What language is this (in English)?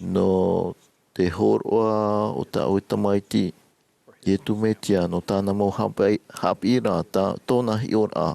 Tahitian